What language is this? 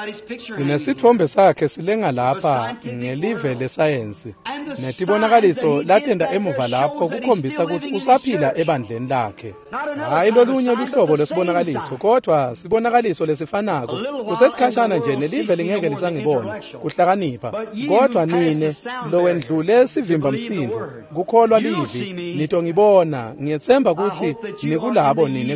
Swati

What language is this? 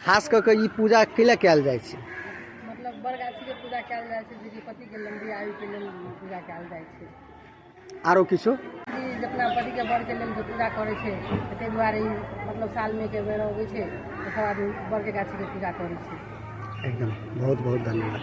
Maithili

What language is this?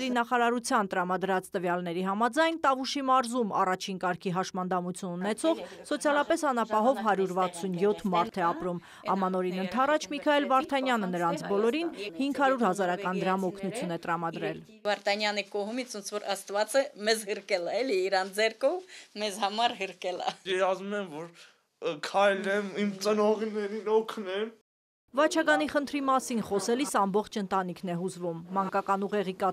Armenian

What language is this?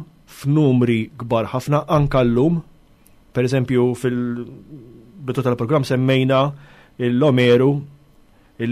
Maltese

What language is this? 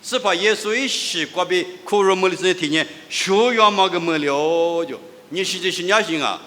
Lisu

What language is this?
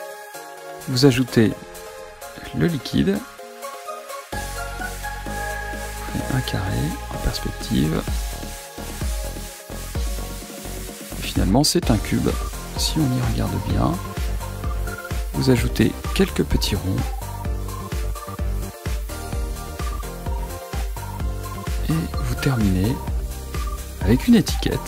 French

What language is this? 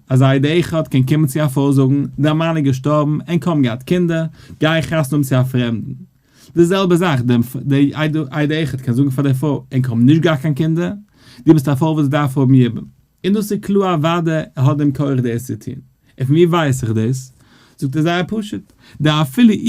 Yiddish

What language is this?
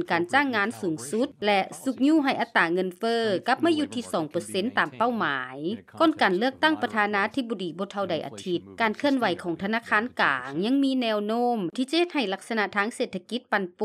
Lao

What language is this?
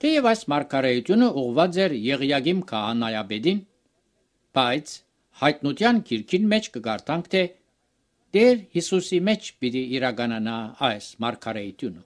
Armenian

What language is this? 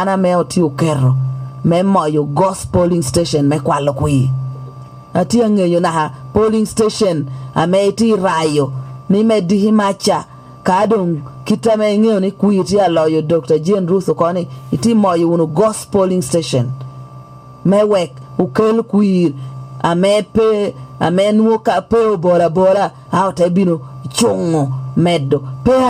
Lango (Uganda)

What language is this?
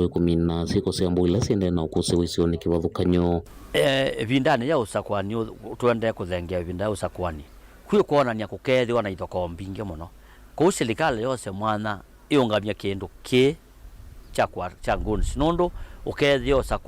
Kamba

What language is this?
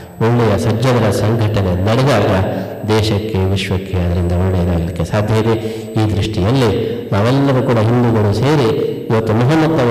Kannada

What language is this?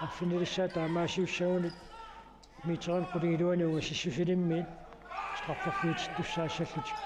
Kalaallisut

